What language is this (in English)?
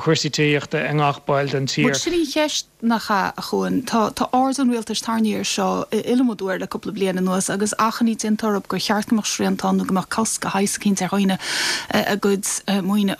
Irish